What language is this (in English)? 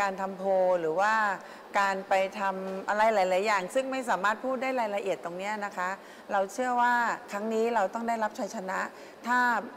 Thai